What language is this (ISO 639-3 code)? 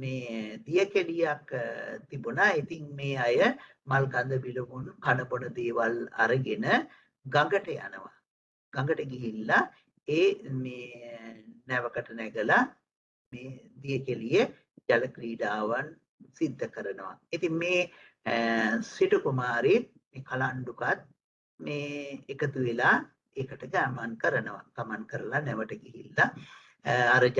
sin